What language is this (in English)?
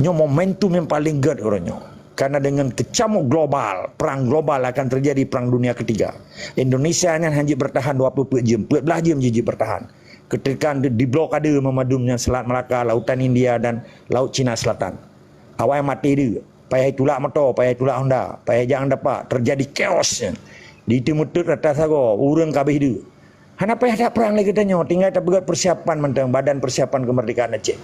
Achinese